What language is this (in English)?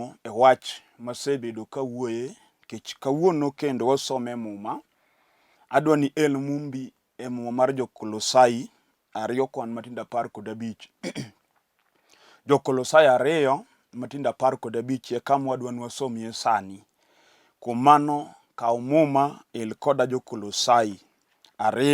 Luo (Kenya and Tanzania)